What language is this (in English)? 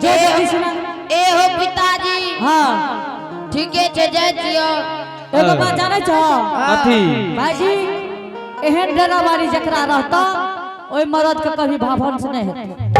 Angika